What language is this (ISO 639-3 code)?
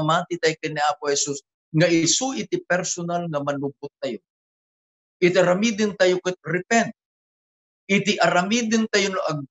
ilo